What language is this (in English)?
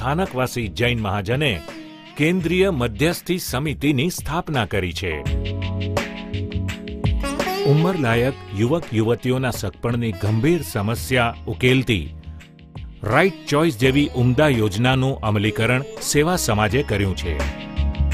Gujarati